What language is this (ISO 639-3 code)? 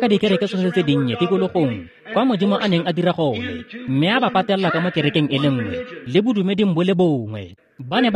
tsn